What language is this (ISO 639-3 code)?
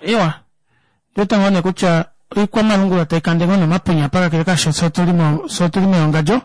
kua